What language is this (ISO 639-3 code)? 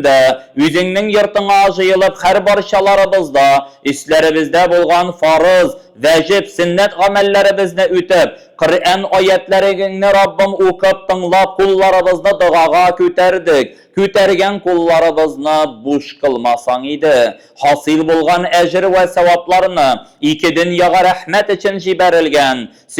tat